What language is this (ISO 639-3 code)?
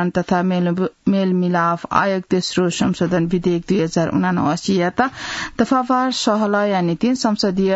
new